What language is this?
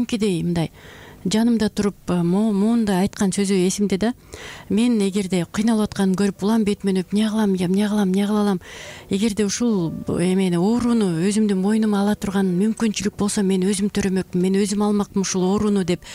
Kyrgyz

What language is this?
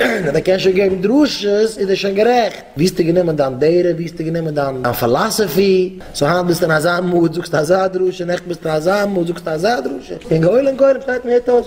Yiddish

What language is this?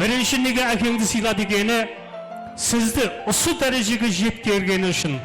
Kara-Kalpak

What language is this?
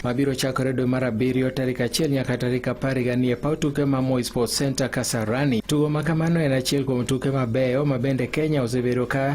Luo (Kenya and Tanzania)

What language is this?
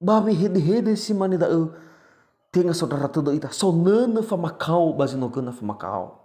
Nias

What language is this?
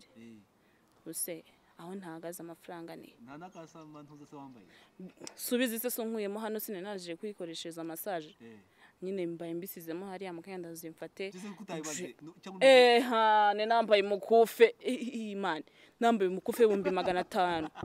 Kinyarwanda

